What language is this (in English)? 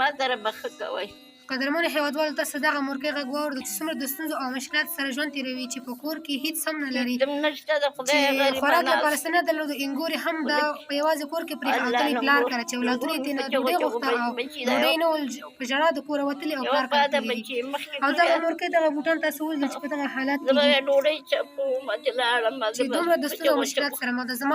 Pashto